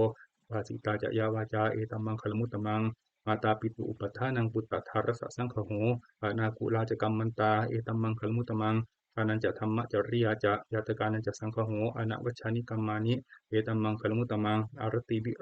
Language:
Pali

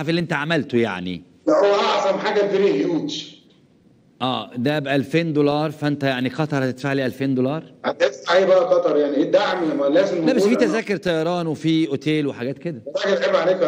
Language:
Egyptian Arabic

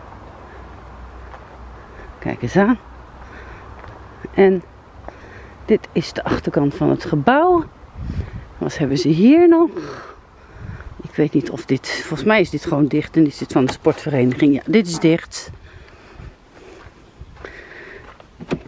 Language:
Dutch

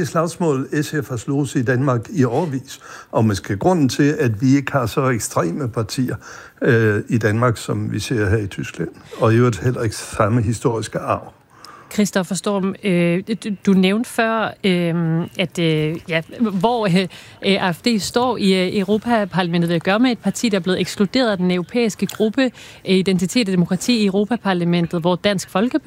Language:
Danish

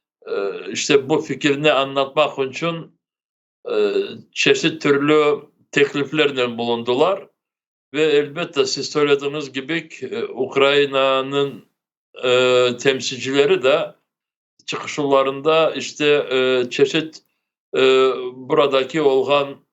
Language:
Crimean Tatar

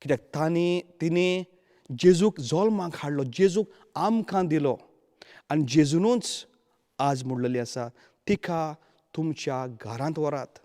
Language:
Konkani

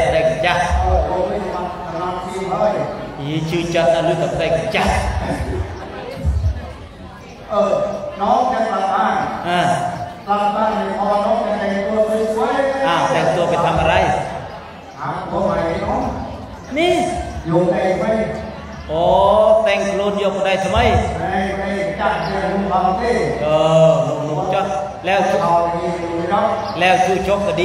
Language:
Thai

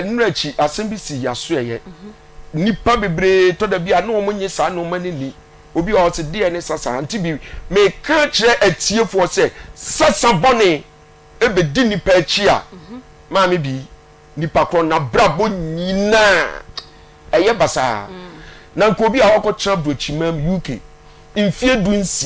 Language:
Akan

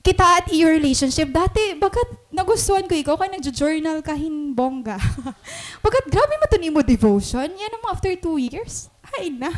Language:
Waray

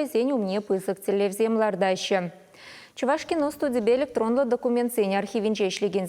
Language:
Chuvash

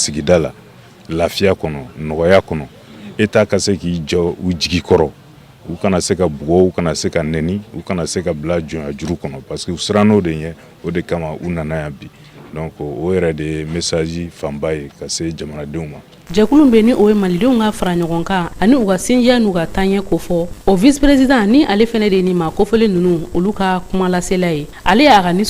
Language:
Bambara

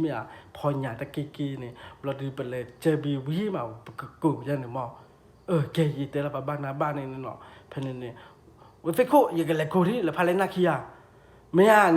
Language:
S'gaw Karen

